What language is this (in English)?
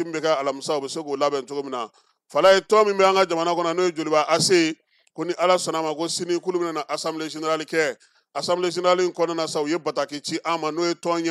Bambara